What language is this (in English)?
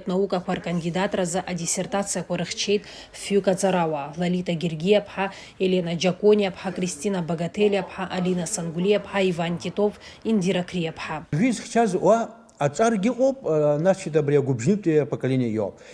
Abkhazian